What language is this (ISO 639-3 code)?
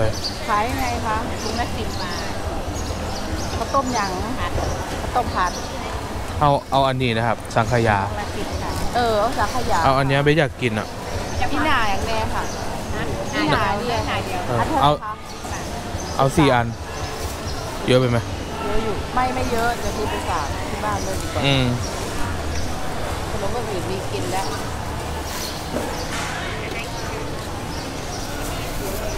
tha